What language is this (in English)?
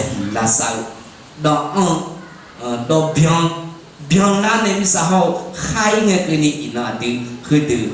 Akha